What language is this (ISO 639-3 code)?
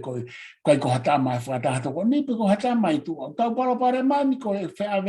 ton